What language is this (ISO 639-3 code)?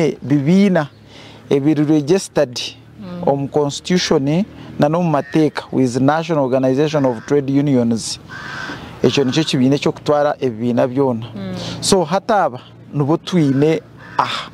nyn